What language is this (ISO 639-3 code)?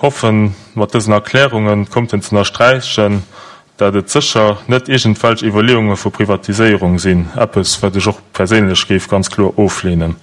ltz